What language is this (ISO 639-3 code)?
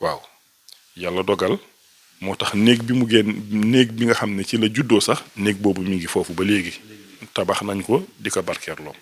wol